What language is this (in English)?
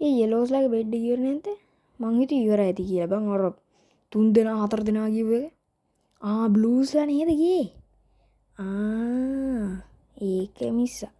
Sinhala